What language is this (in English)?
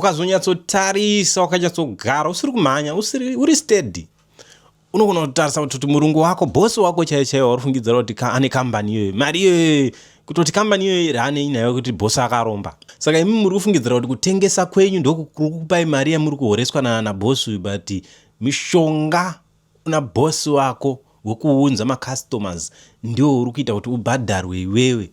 Shona